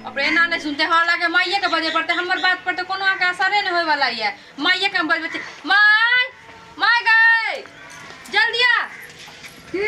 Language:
Maithili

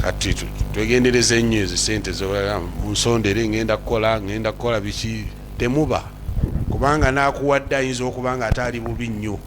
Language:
Ganda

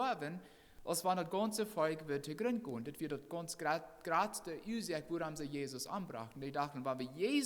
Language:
Plautdietsch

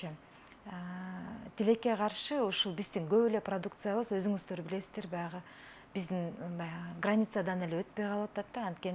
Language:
Kyrgyz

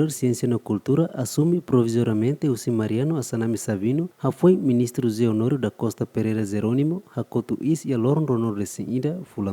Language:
Tetum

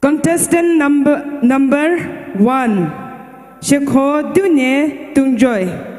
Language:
Poumei Naga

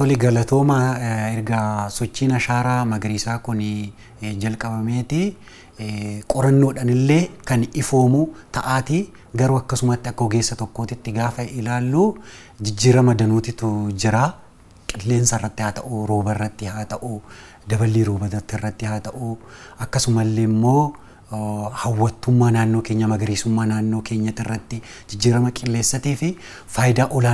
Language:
Oromo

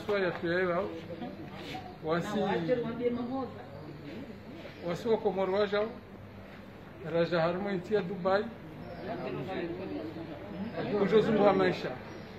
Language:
Swahili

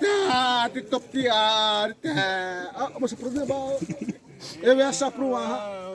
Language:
Xavánte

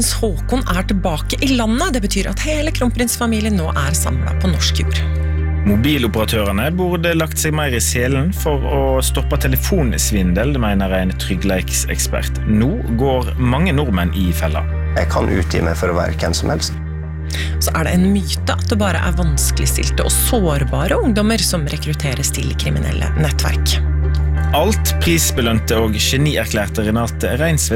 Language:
Norwegian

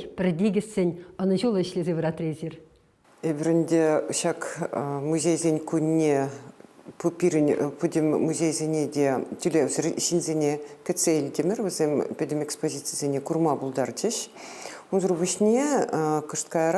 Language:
Chuvash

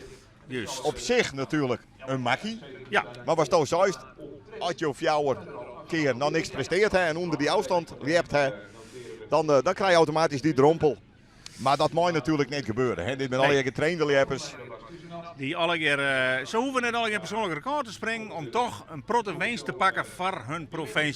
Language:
Western Frisian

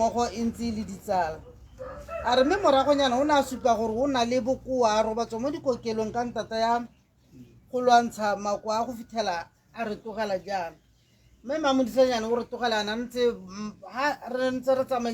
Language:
Tswana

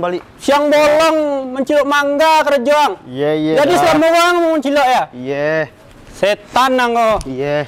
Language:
Betawi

